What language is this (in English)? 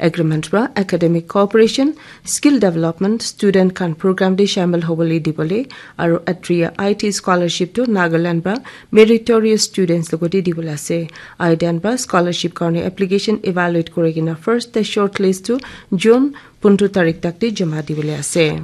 Naga Pidgin